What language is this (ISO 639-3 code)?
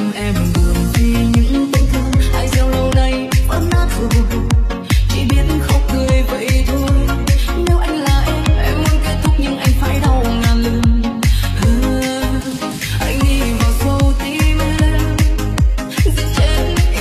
vie